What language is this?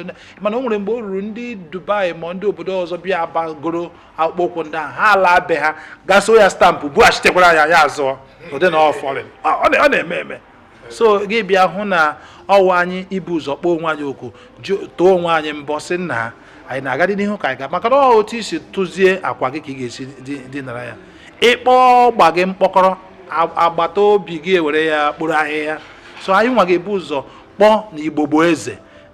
Igbo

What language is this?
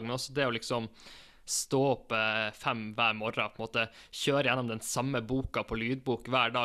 Norwegian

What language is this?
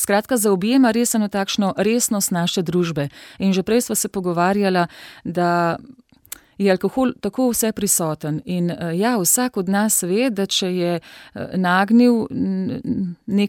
Slovenian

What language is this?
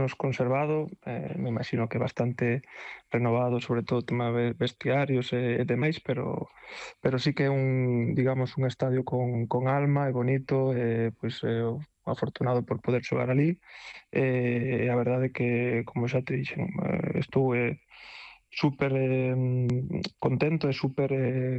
Galician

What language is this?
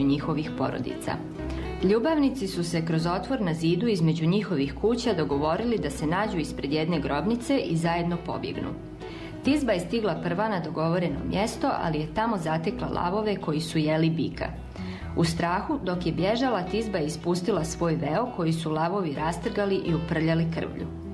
Serbian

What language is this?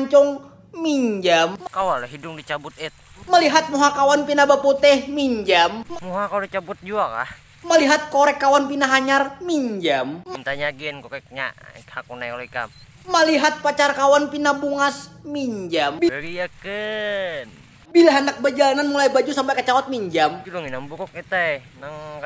Banjar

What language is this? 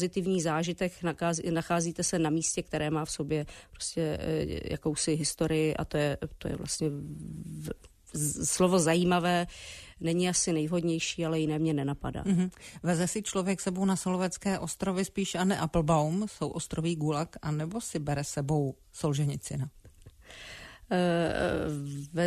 Czech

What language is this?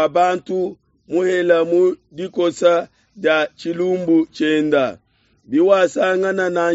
Luba-Lulua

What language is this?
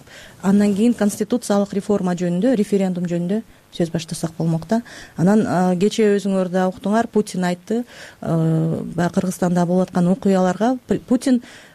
Kyrgyz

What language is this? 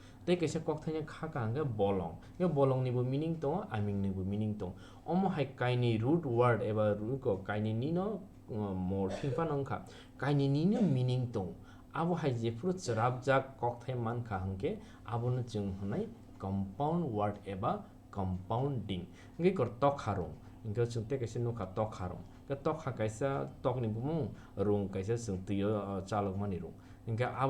Kok Borok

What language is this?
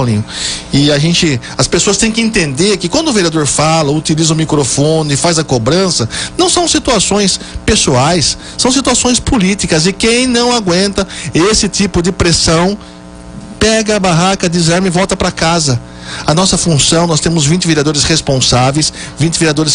Portuguese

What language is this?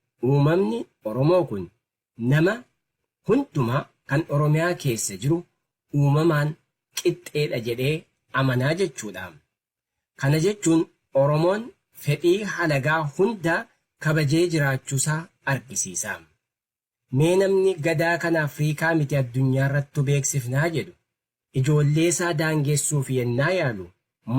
Oromo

